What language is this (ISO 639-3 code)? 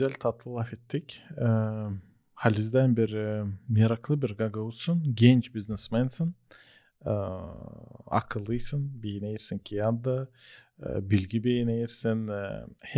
gag